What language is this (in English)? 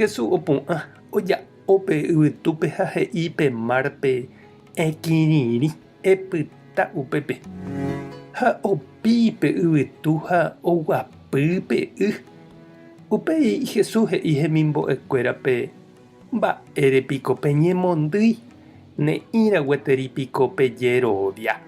Guarani